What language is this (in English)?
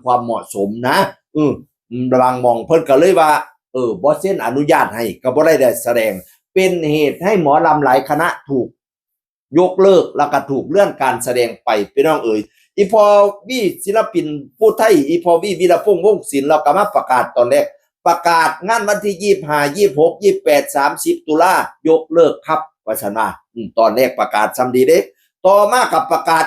Northeastern Thai